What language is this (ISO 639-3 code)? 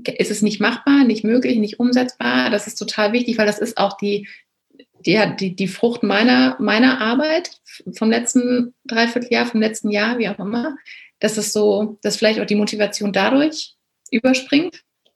deu